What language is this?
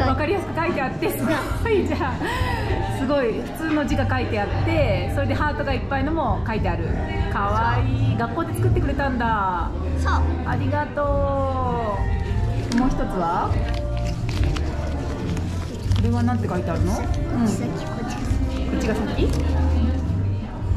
Japanese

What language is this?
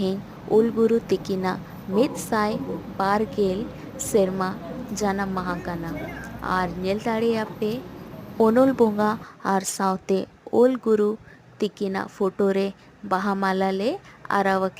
Santali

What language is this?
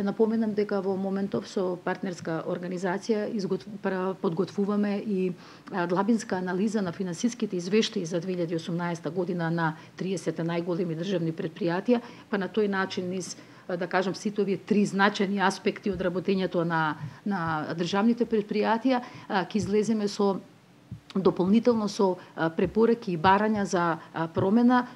Macedonian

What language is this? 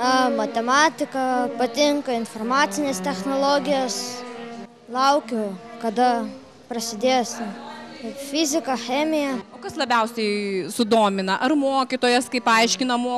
Lithuanian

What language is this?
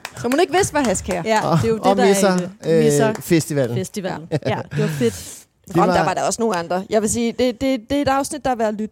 Danish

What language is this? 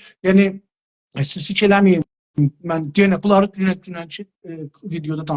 South Azerbaijani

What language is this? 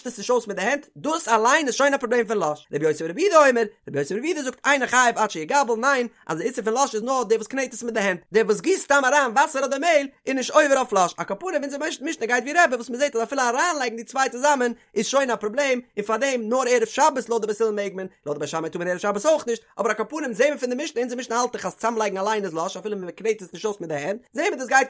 Yiddish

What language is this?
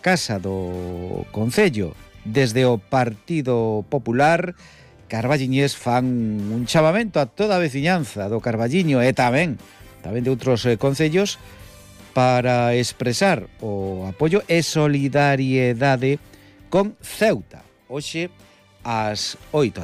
Galician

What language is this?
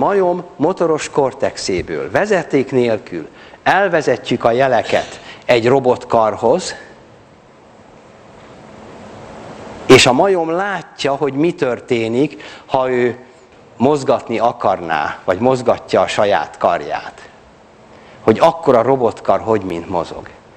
Hungarian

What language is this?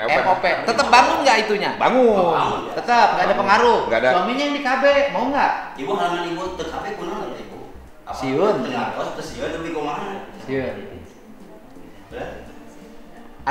Indonesian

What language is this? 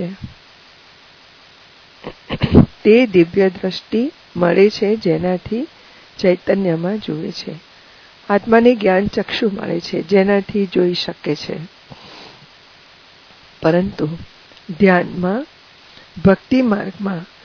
Gujarati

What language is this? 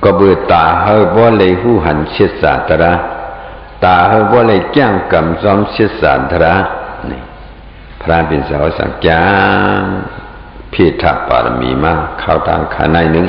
Shan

